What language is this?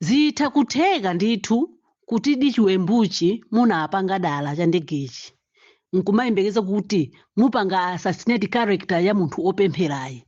Nyanja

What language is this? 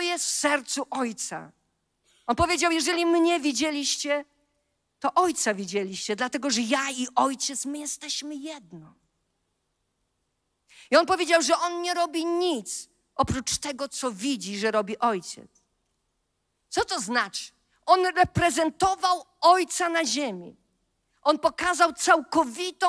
Polish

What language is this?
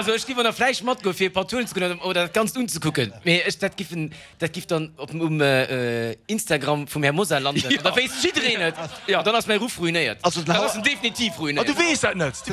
Luxembourgish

